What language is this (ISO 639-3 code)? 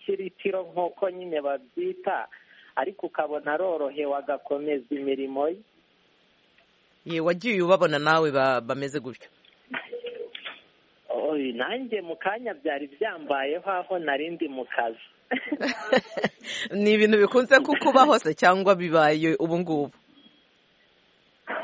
kin